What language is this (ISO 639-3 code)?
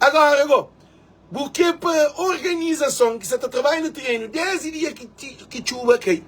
kea